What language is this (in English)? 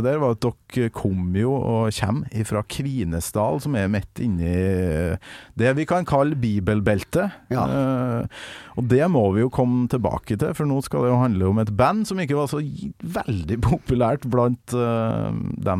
Norwegian